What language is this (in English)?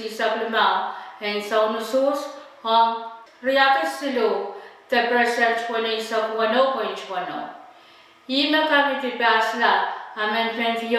Pohnpeian